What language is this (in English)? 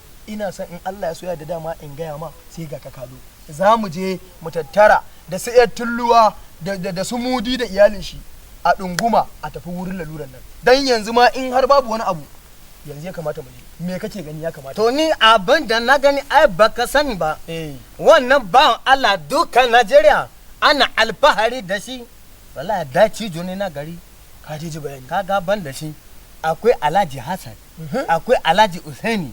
Hausa